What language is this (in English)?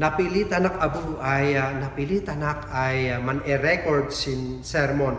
Kankanaey